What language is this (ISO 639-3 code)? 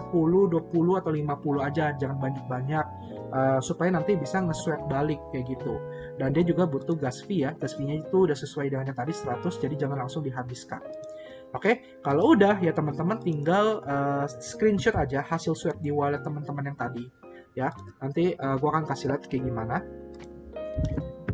ind